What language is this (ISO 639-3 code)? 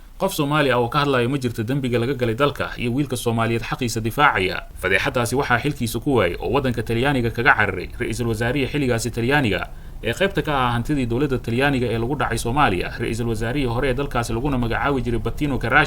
som